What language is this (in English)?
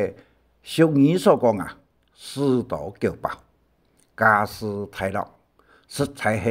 Hakka Chinese